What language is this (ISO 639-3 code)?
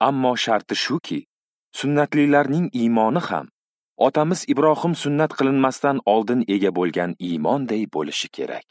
uzb